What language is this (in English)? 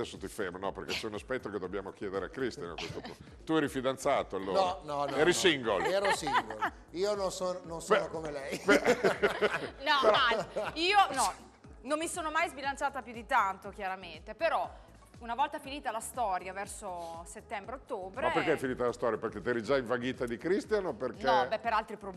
Italian